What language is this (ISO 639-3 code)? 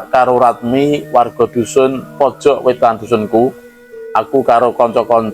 jav